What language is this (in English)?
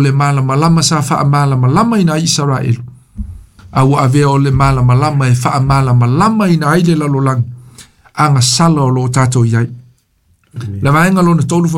Samoan